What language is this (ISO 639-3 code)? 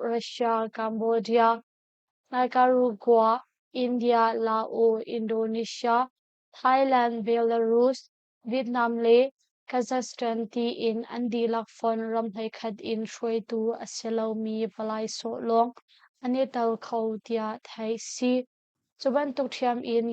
cnh